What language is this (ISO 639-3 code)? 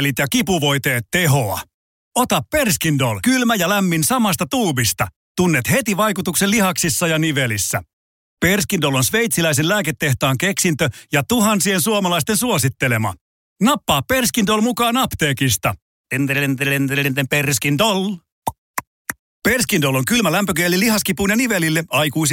fin